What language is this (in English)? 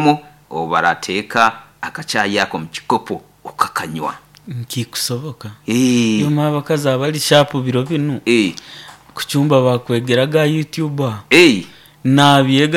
Nyoro